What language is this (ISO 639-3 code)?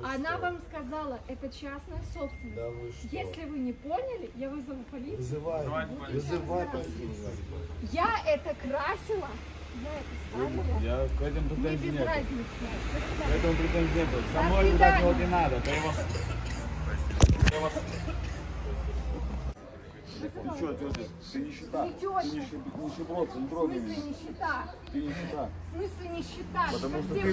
rus